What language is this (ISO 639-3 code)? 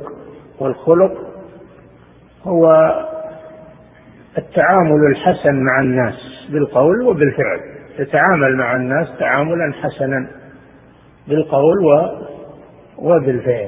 ara